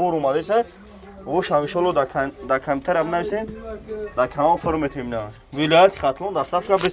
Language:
Tajik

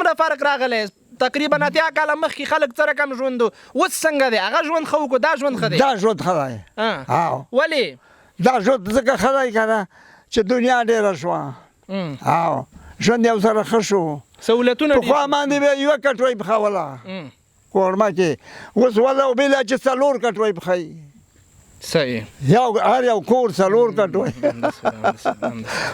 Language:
Pashto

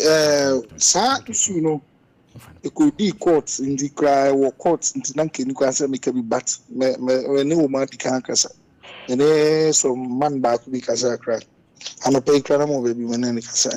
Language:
Akan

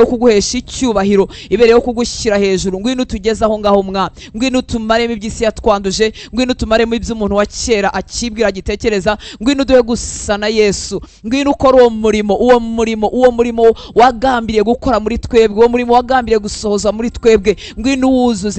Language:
Kinyarwanda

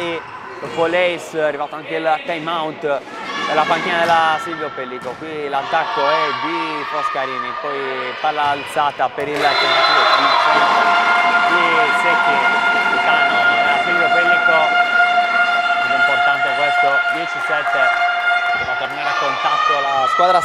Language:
Italian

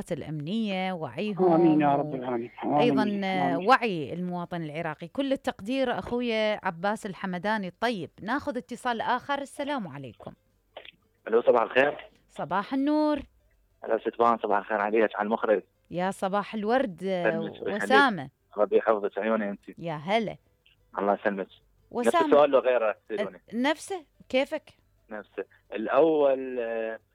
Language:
Mesopotamian Arabic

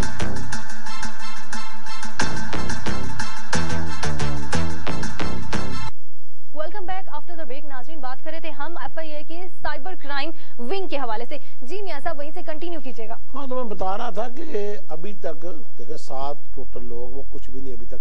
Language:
Urdu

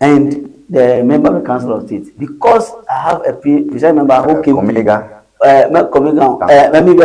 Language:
Ewe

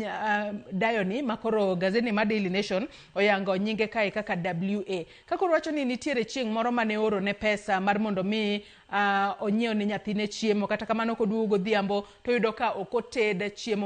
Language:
Luo (Kenya and Tanzania)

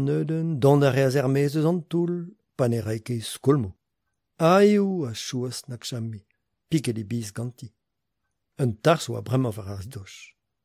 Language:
Breton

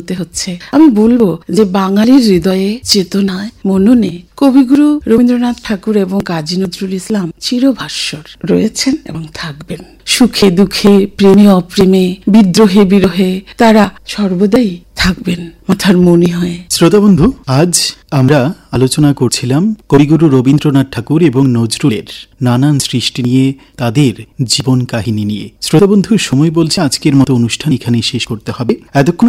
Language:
Bangla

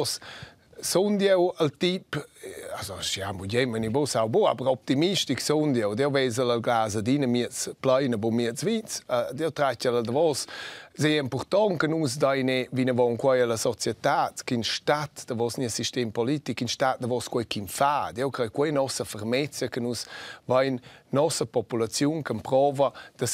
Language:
Romansh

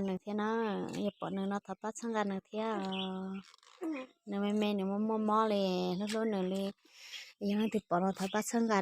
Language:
Hmong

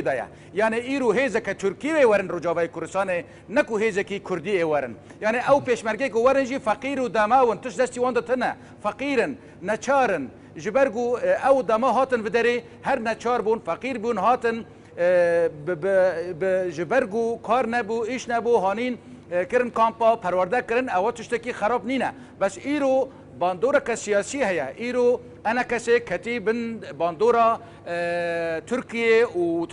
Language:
Kurdish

